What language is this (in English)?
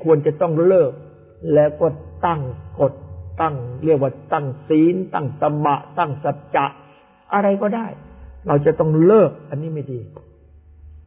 Thai